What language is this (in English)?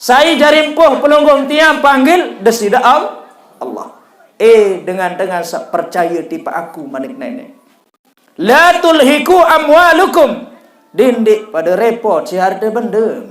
Sasak